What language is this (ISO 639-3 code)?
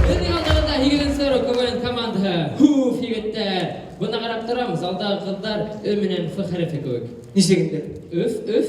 bak